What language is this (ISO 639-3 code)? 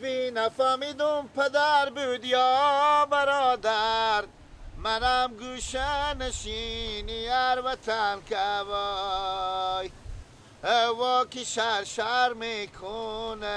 fas